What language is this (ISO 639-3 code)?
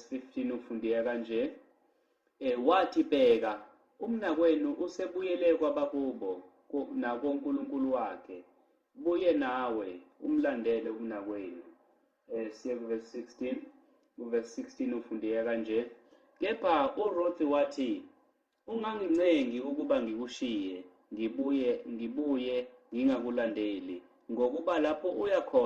zul